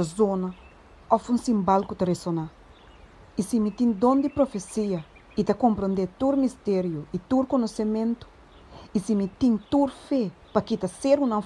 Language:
Papiamento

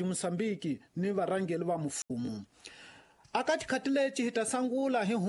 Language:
Tsonga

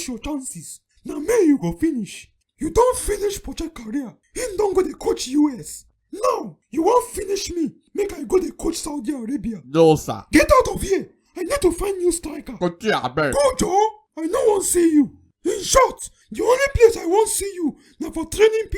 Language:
Nigerian Pidgin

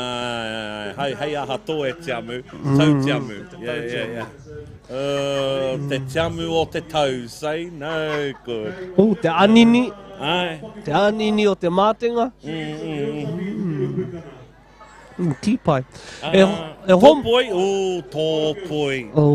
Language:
Māori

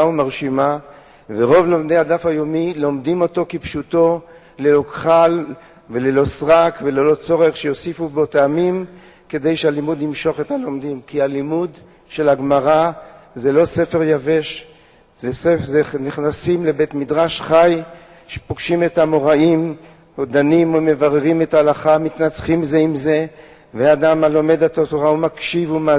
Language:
Hebrew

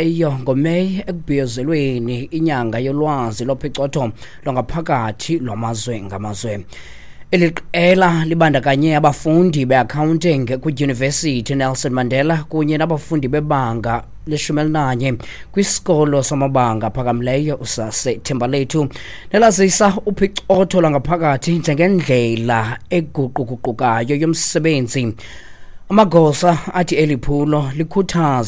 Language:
Xhosa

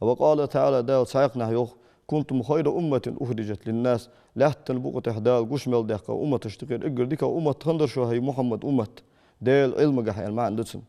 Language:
Ingush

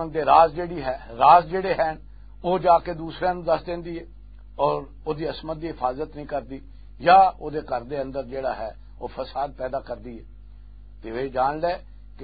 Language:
Western Panjabi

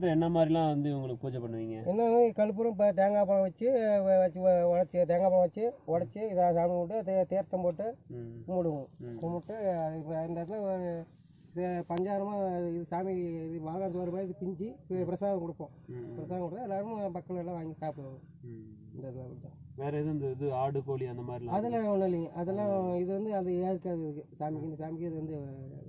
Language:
Tamil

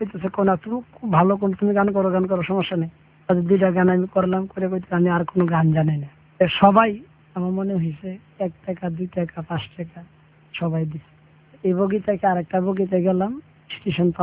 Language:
Bangla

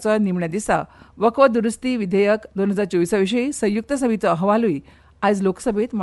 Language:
Konkani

